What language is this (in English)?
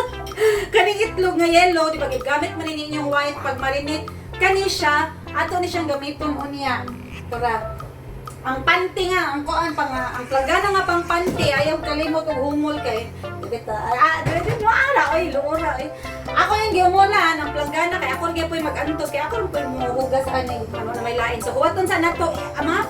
Cebuano